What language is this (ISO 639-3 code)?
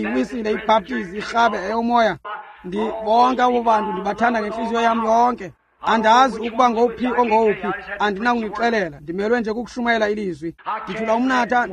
xho